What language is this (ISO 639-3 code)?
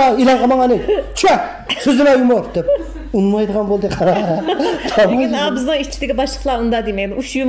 uig